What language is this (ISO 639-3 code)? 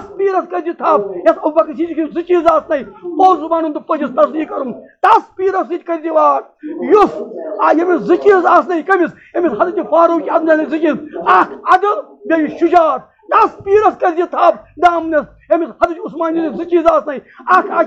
kas